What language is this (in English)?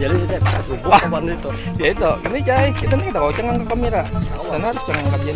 Banjar